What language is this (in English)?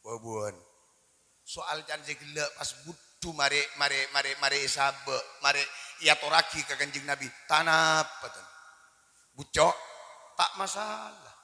Madurese